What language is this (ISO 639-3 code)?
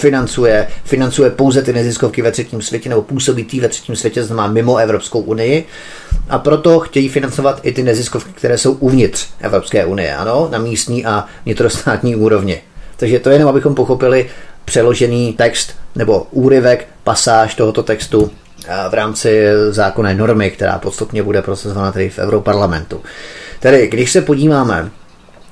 ces